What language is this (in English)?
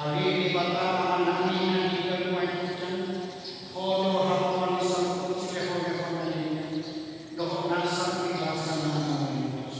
Batak Toba